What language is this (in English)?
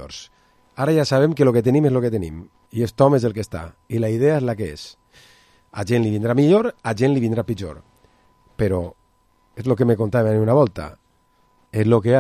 Catalan